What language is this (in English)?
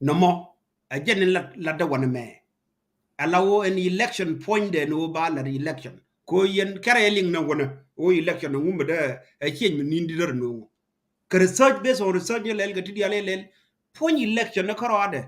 Nuer